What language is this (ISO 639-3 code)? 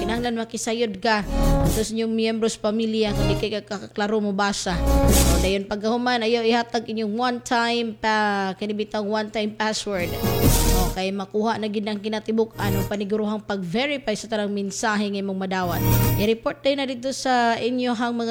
ceb